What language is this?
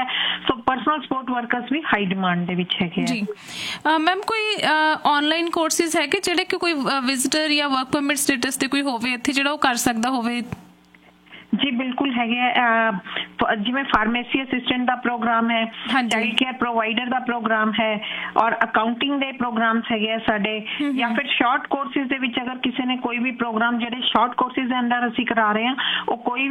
Punjabi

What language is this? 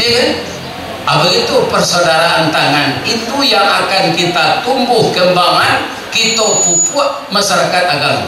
Minangkabau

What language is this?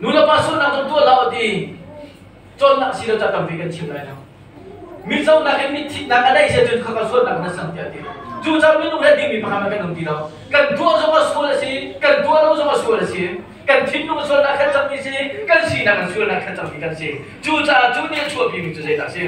Hakha Chin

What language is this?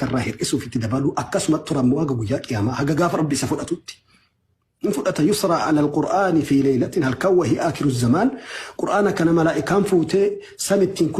Oromo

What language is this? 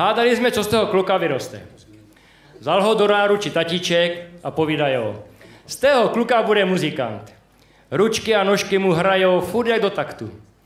Czech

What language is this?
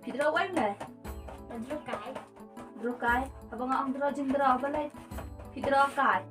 Khasi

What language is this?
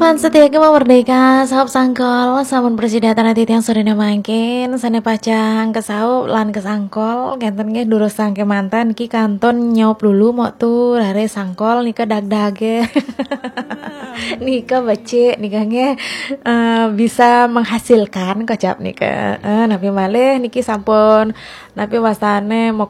Balinese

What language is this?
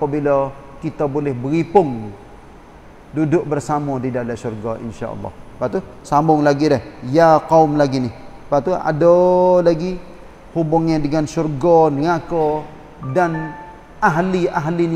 Malay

